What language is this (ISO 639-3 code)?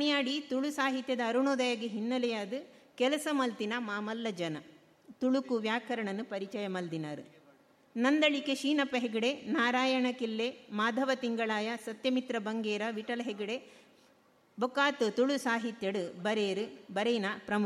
tcy